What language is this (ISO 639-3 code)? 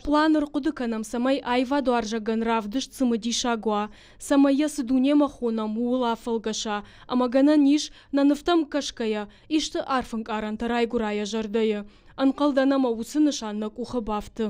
oss